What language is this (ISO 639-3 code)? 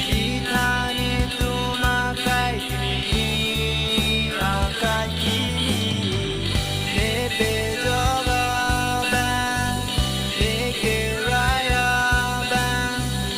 mjw